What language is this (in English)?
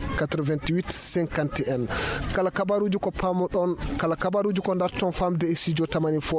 Nigerian Fulfulde